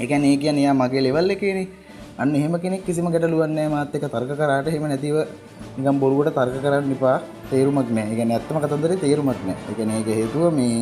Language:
Sinhala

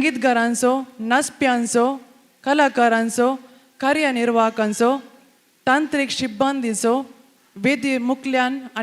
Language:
Konkani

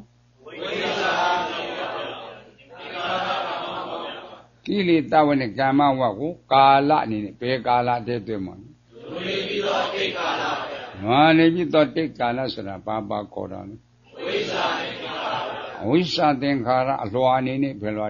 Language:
Burmese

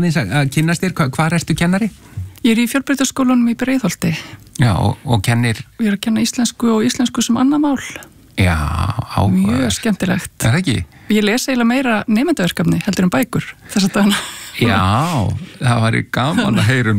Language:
Icelandic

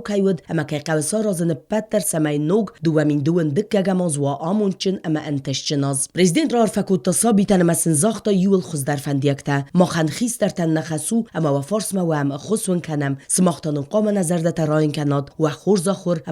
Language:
Ossetic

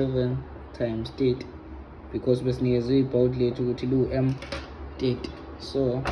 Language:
Zulu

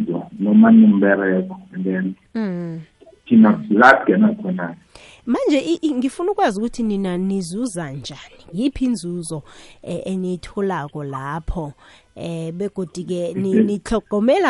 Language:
South Ndebele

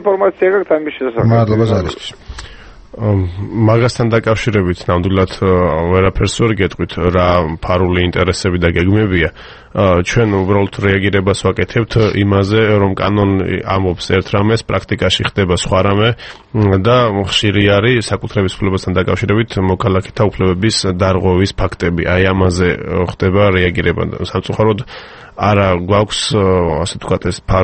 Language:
Georgian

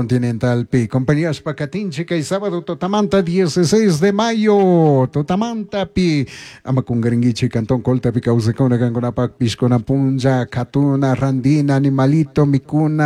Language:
Chimborazo Highland Quichua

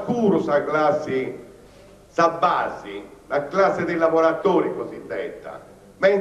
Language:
Sardinian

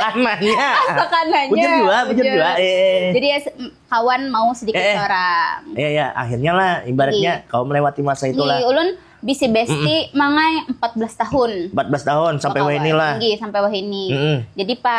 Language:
Banjar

